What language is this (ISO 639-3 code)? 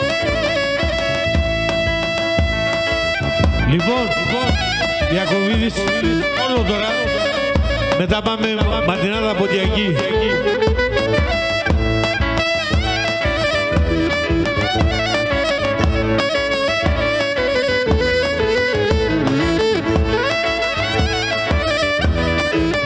ell